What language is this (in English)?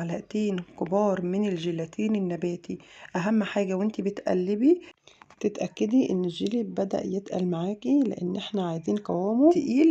Egyptian Arabic